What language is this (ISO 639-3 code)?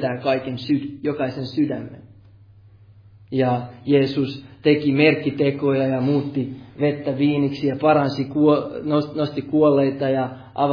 fin